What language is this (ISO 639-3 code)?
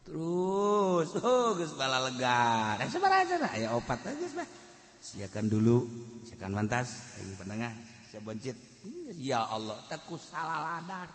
sun